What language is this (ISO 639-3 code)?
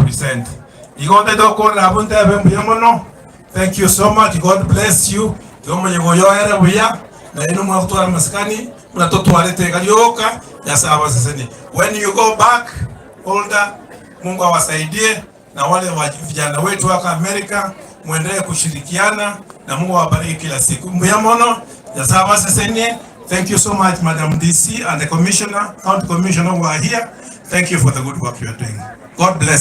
guz